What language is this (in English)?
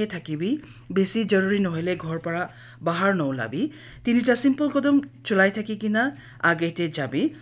Naga Pidgin